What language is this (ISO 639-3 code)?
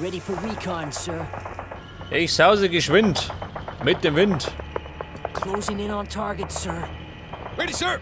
bar